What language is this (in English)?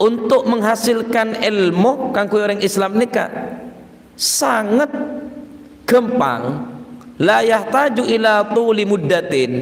Madurese